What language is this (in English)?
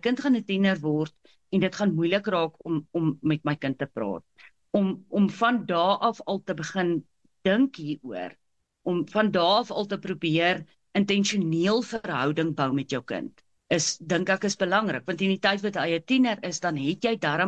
Afrikaans